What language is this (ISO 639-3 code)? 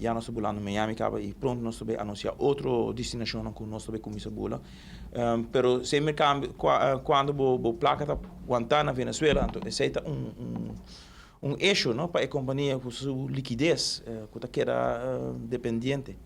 pap